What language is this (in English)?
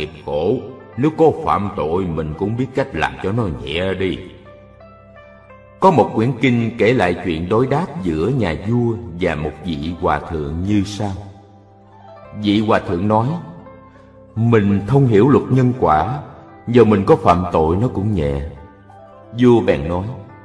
Vietnamese